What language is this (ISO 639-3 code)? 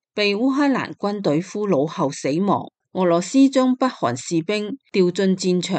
yue